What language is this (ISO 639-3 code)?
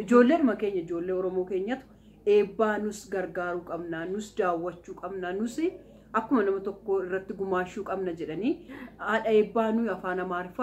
orm